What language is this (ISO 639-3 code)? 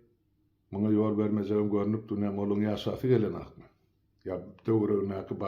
tuk